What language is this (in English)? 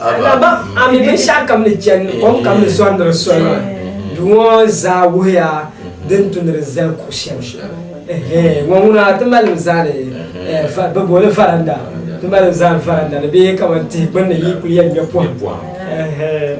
Dagbani